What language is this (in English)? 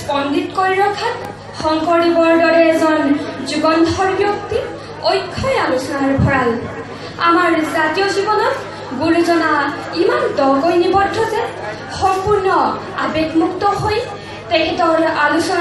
Assamese